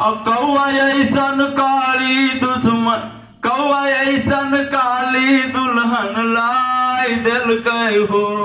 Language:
Magahi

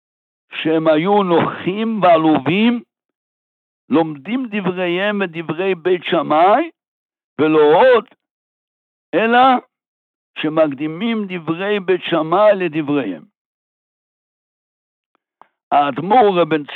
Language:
Hebrew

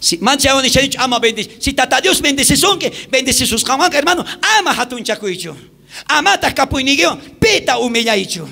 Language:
South Bolivian Quechua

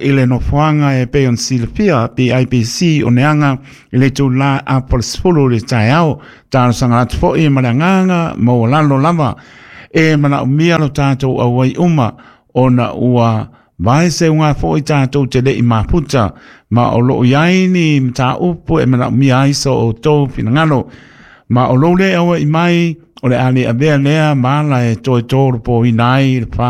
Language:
Samoan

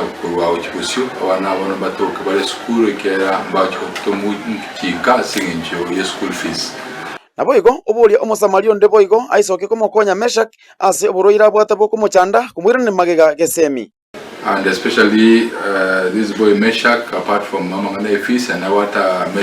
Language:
Gusii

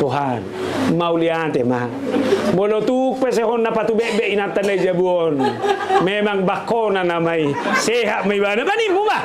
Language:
Batak Toba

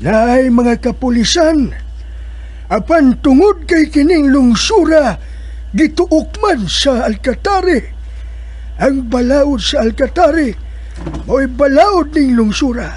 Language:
Cebuano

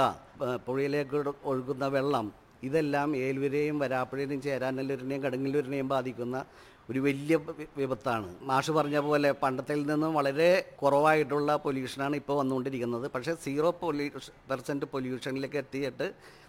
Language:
Malayalam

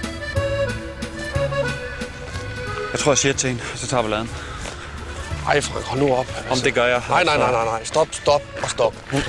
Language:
Danish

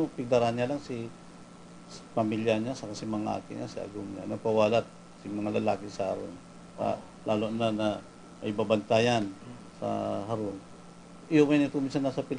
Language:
Bikol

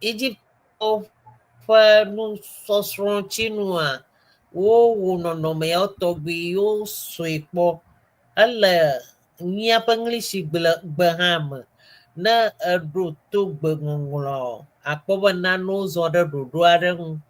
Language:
Ewe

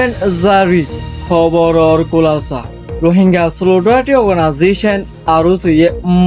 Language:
Rohingya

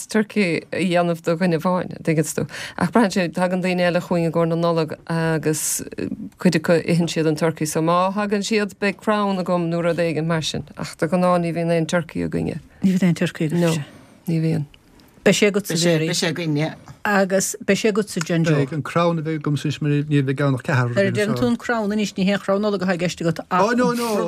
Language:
Irish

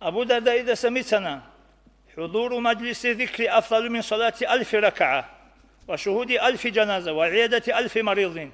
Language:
Avaric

